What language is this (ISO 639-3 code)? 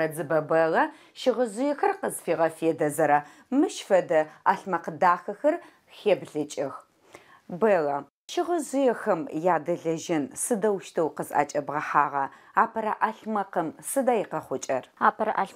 ady